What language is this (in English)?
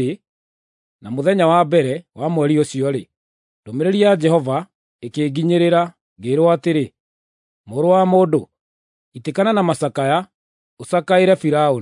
Kikuyu